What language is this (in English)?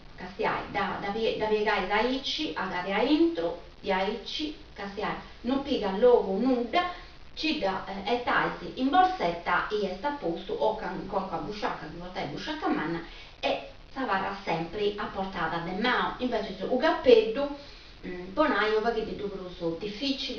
Sardinian